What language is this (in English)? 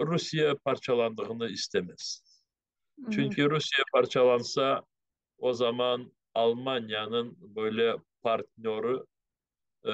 Crimean Tatar